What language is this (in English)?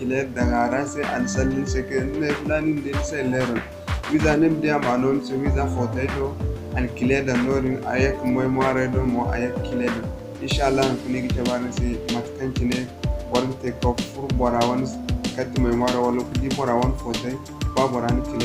Zarma